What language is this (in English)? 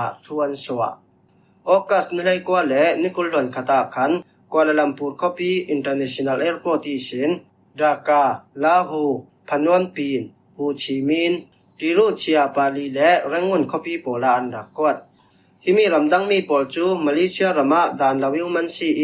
Falam Chin